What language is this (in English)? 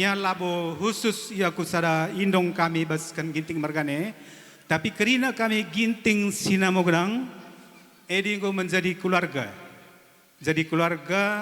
Batak Karo